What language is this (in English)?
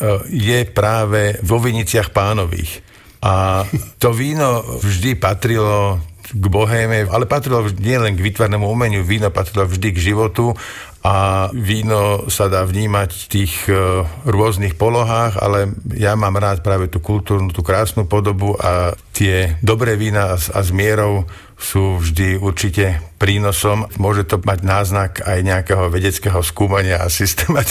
Slovak